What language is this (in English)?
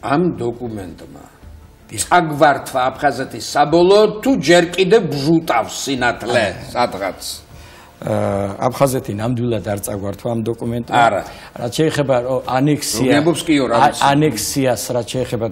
Georgian